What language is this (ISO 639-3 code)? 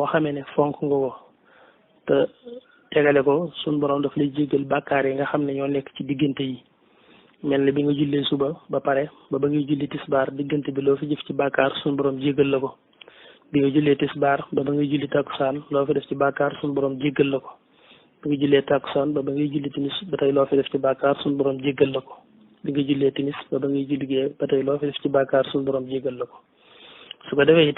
wol